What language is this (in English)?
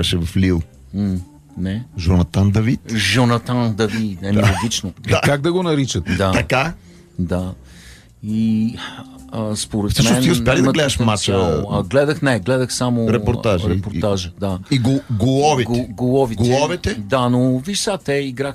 Bulgarian